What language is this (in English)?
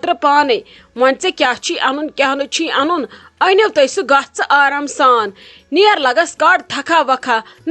Kashmiri